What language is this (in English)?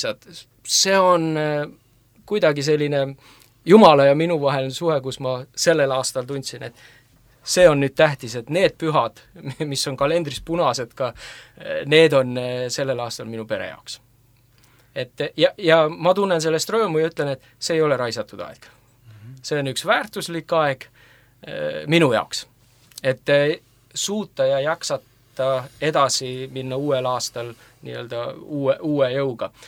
Estonian